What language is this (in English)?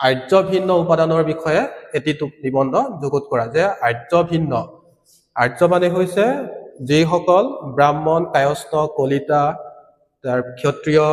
Assamese